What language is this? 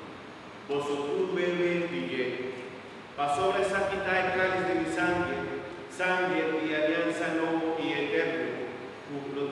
Papiamento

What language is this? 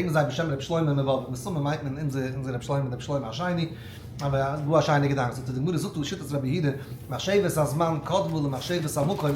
Yiddish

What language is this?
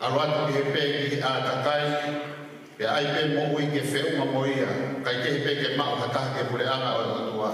Tongan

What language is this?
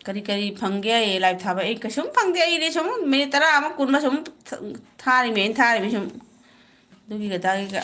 Manipuri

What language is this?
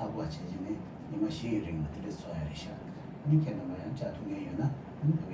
Tibetan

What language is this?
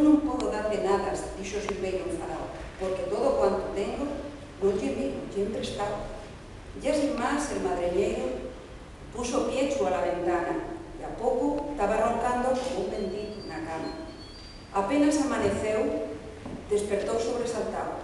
Asturian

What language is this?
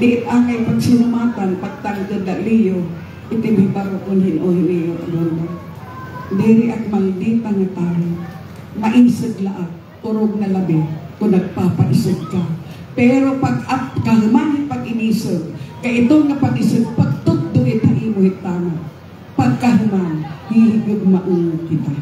Waray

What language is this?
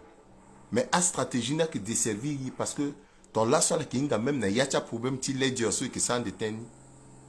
Sango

